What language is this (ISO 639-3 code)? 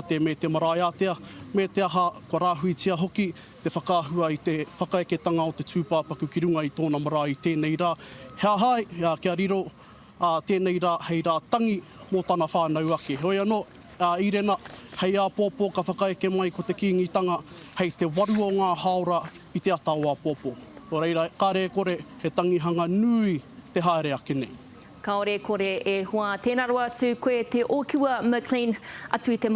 mri